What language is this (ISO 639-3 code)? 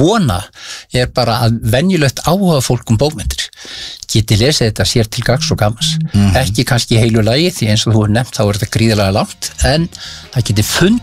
isl